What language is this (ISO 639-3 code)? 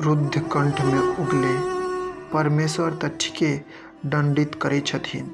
mai